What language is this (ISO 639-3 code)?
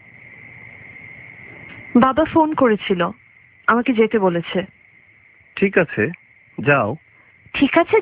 ben